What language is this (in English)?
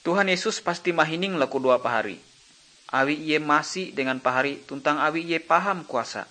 Ngaju